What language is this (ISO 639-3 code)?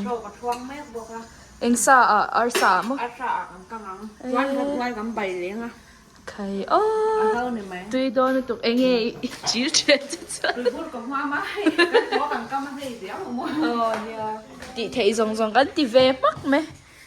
lus